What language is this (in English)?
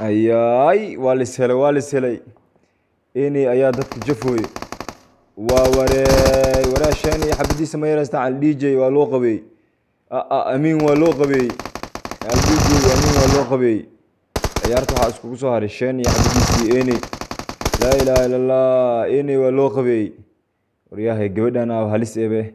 Somali